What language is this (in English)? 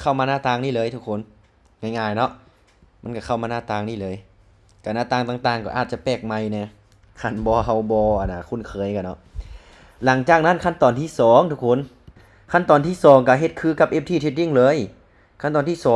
Lao